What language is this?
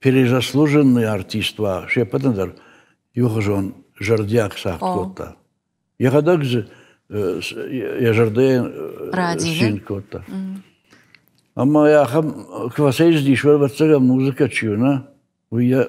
Ossetic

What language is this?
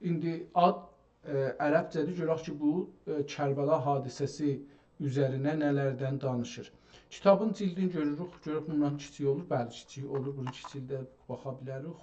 South Azerbaijani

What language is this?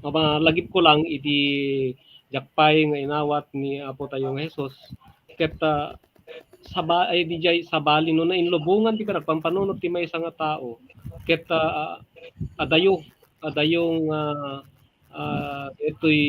Iloko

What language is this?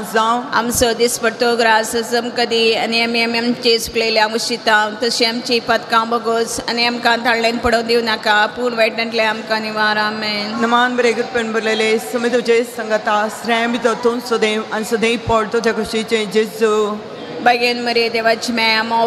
Konkani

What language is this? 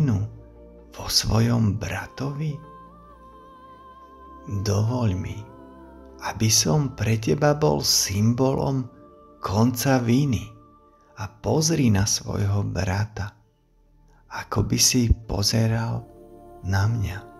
Slovak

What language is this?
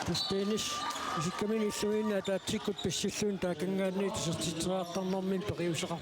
Kalaallisut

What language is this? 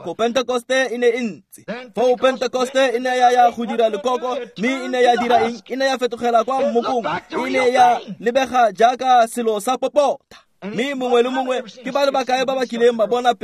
Tswana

